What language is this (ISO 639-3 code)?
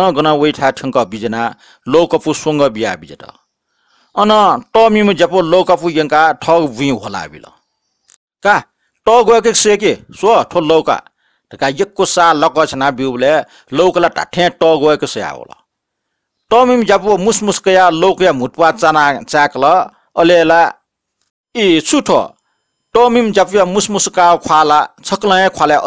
new